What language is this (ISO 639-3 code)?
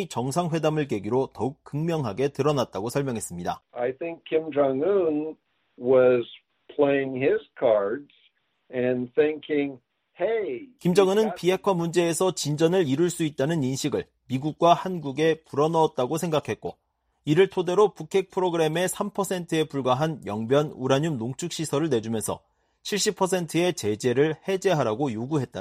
kor